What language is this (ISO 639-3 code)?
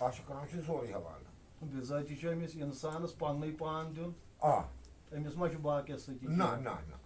kas